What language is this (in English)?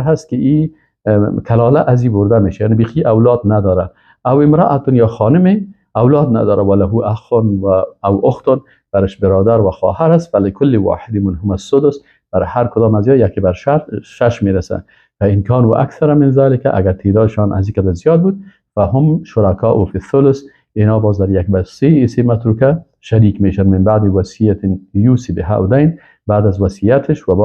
Persian